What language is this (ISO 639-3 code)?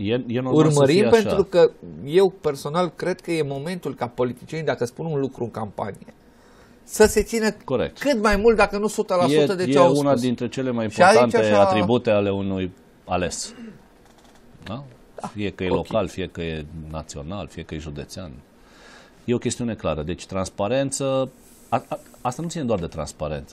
ron